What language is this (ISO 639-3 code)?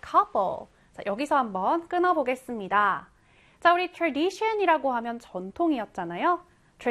kor